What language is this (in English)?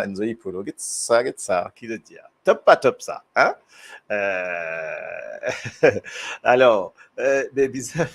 Morisyen